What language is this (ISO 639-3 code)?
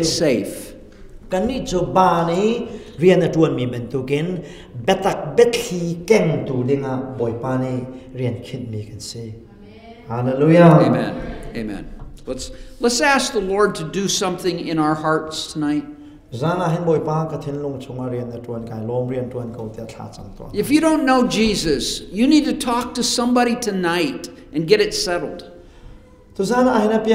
cnh